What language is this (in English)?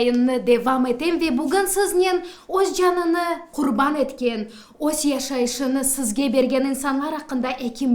Crimean Tatar